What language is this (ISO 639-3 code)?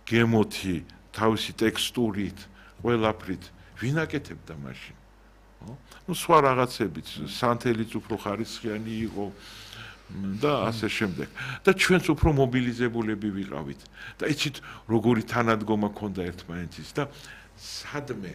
kat